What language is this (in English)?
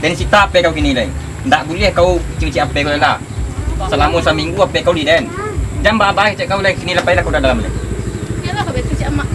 Minangkabau